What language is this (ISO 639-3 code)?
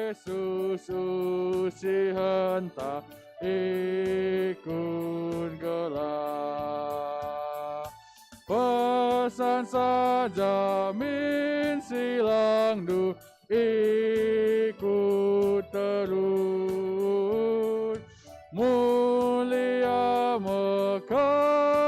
btx